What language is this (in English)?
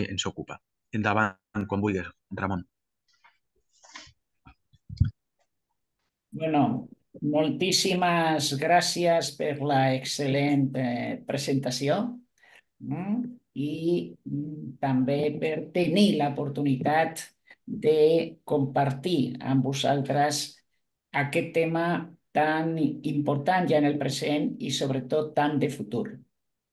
Catalan